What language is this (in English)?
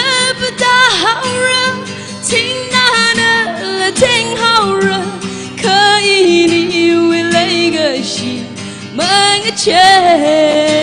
Tangkhul Naga (India)